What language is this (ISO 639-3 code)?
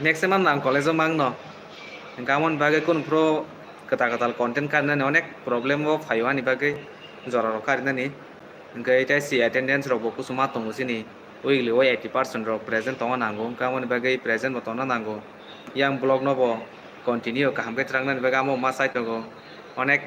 trp